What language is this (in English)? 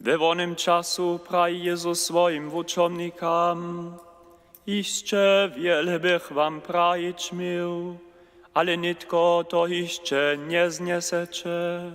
Upper Sorbian